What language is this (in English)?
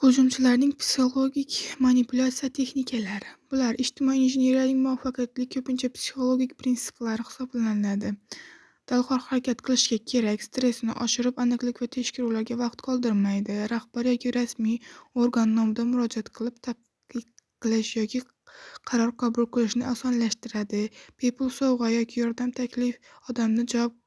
Uzbek